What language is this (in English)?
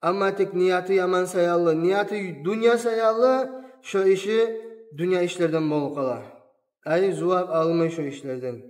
Kumyk